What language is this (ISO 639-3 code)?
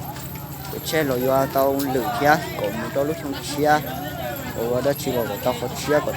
hmn